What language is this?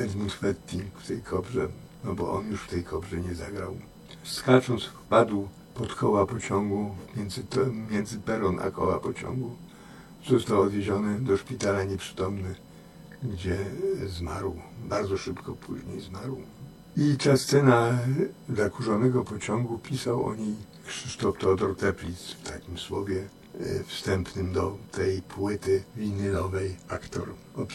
Polish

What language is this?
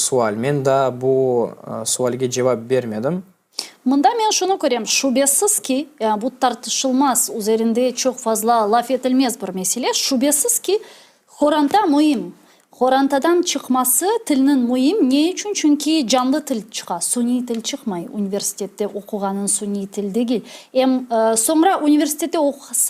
Crimean Tatar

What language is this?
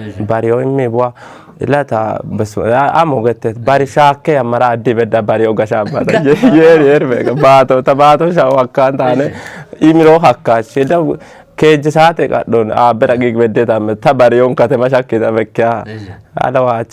Kafa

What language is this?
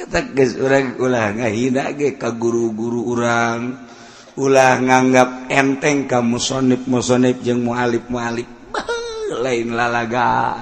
Sundanese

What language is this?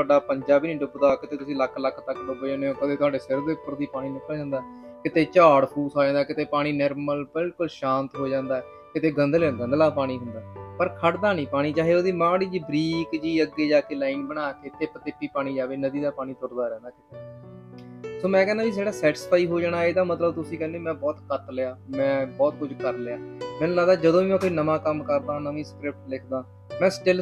Punjabi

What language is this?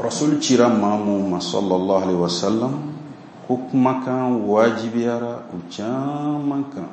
Bambara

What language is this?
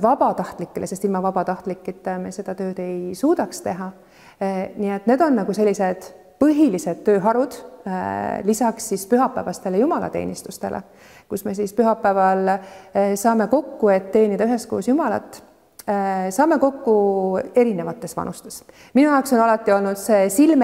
Estonian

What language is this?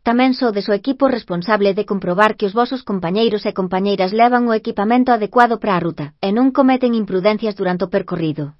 Galician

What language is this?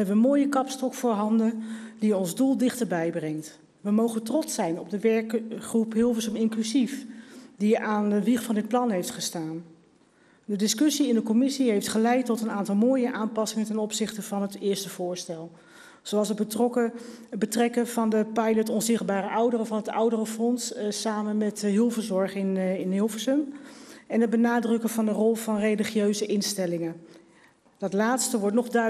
Dutch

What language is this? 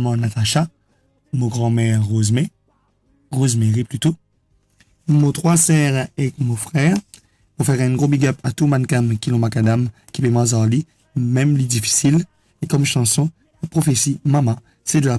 Morisyen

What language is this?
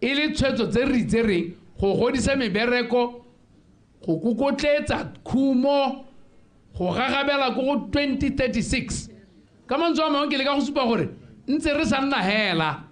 Tswana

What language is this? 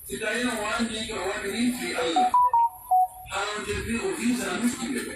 Pular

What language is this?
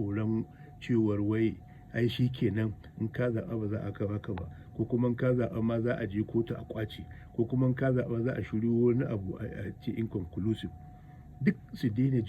Hausa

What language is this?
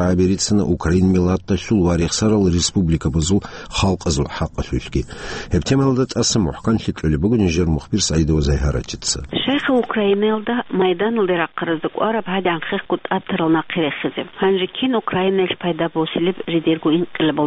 Avaric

